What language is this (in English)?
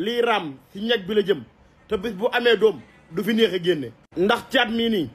Wolof